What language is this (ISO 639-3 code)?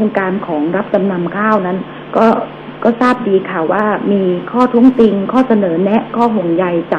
tha